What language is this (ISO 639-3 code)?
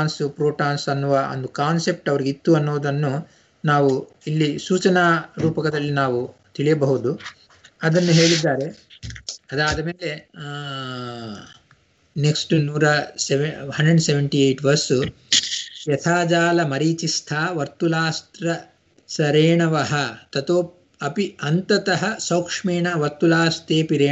kan